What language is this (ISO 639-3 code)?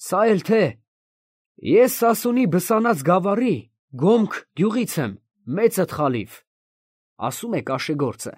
hye